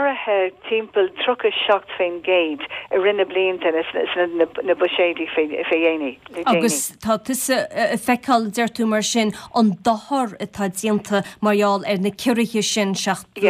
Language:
Irish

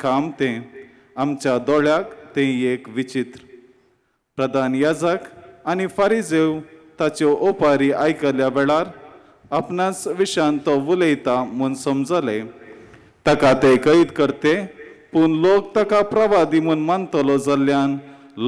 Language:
Konkani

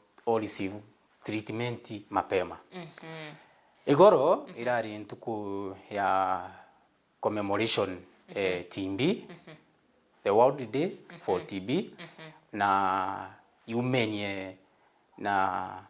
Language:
Meru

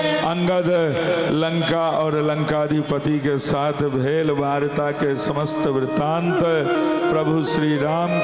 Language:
Maithili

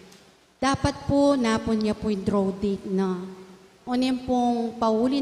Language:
Pampanga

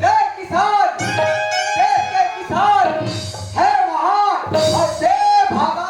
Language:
Chhattisgarhi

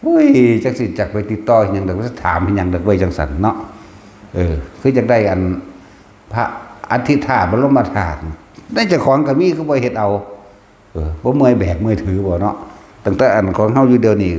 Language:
Northeastern Thai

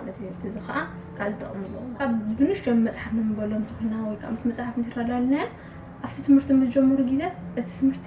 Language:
Tigrinya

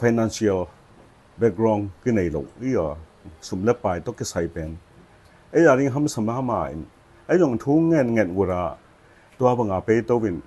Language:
Tedim Chin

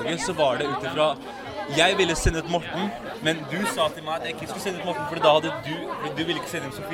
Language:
Norwegian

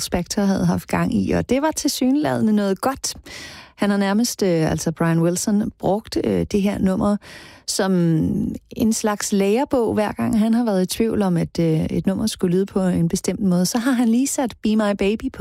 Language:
Danish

